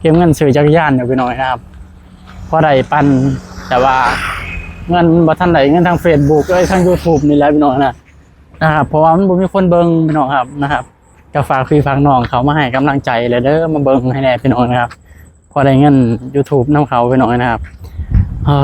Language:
Northeastern Thai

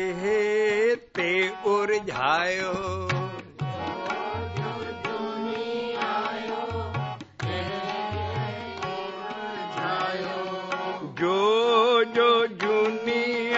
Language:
Punjabi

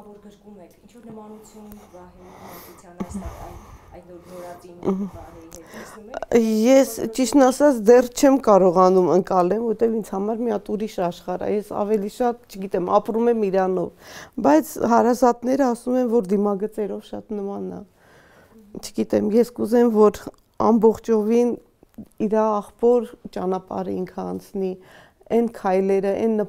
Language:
Armenian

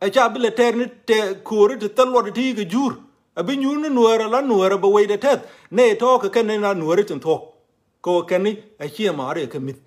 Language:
Nuer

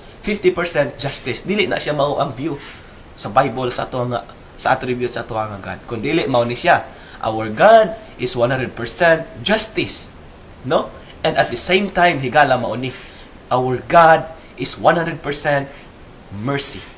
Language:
Cebuano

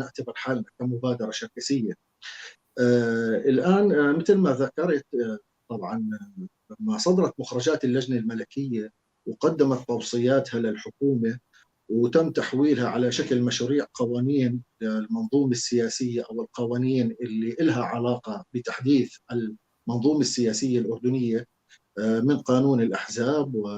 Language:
North Levantine Arabic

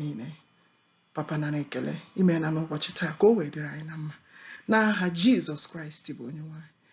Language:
Igbo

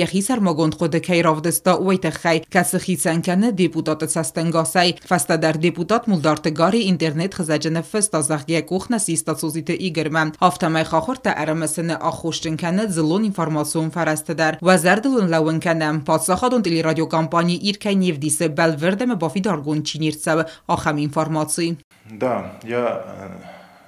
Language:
Ossetic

